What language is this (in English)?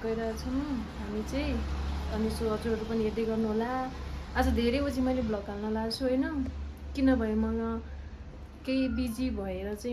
Nepali